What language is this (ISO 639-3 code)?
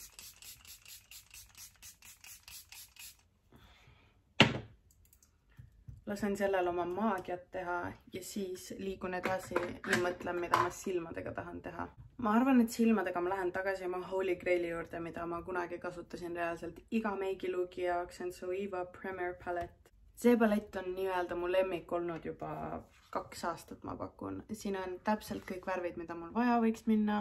est